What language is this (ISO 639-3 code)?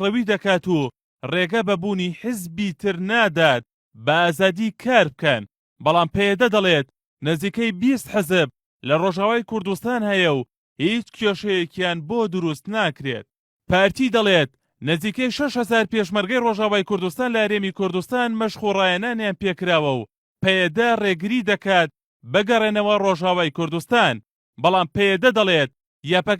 ckb